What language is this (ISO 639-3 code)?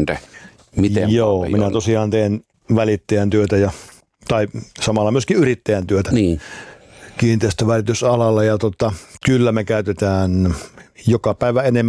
fin